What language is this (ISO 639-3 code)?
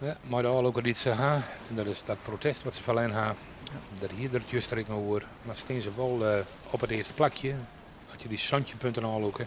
fry